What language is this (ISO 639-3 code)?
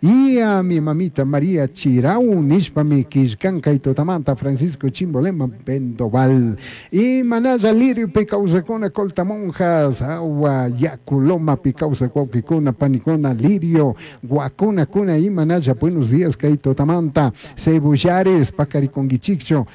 qug